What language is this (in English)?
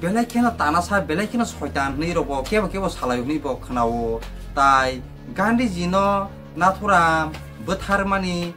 Kok Borok